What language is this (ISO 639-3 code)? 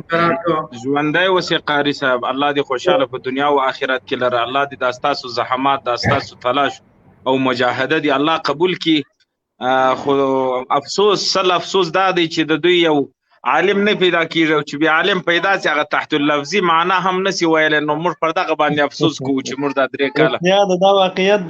pus